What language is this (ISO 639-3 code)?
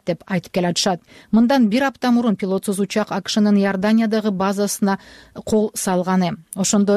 kir